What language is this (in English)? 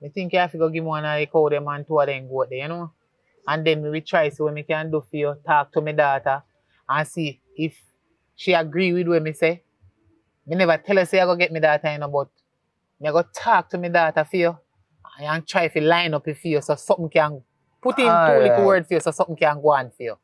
Jamaican Creole English